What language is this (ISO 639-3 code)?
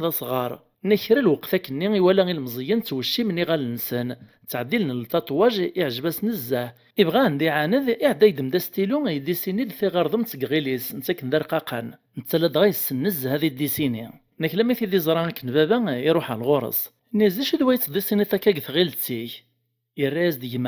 kab